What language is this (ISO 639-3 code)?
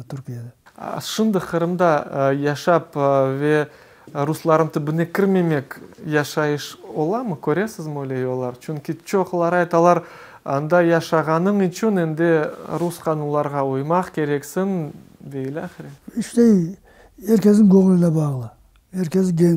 crh